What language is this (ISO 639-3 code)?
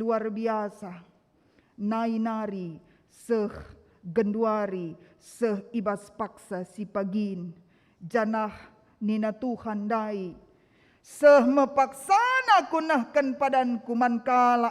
btx